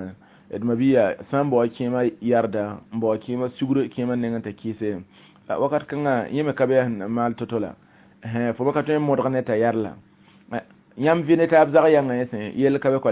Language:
Mossi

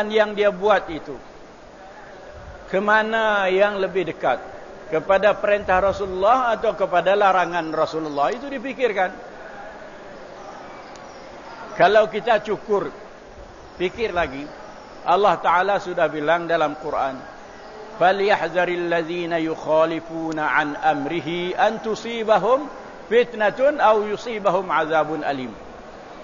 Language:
Malay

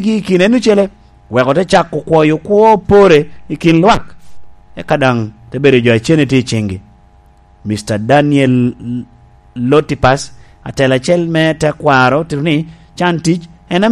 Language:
Lango (Uganda)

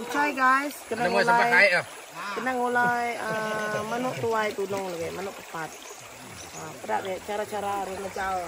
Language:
Iban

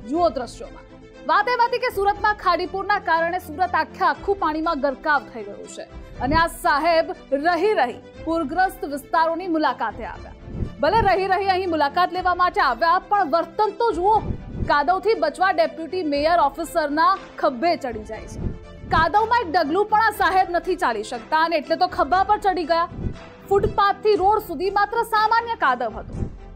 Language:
Gujarati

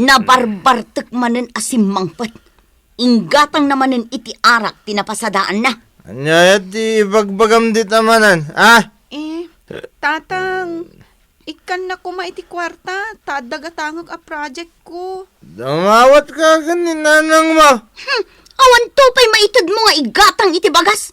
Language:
Iloko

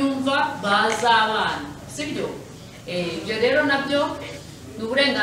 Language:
Kinyarwanda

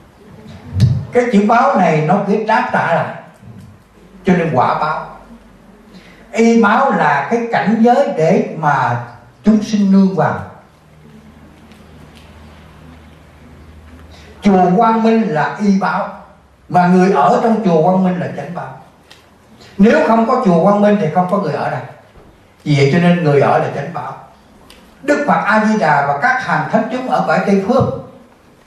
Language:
Vietnamese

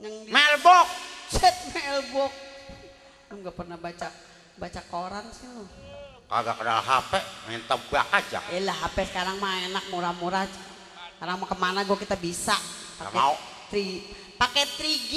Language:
Betawi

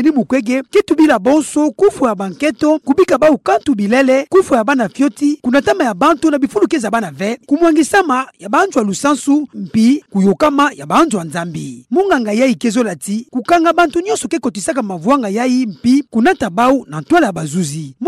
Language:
Kituba (Democratic Republic of Congo)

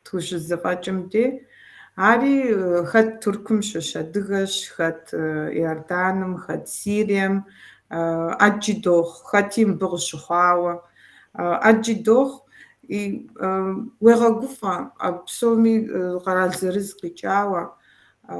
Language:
Kabardian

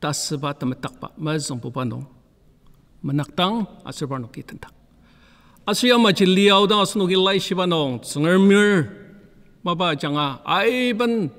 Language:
Ao Naga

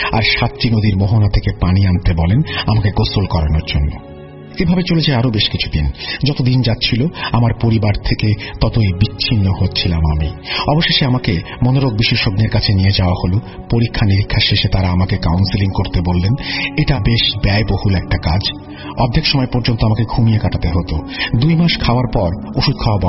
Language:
Bangla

